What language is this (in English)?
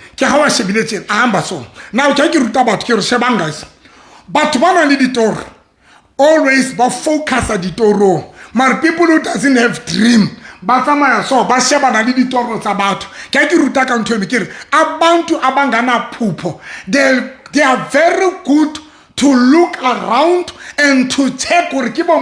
Southern Sotho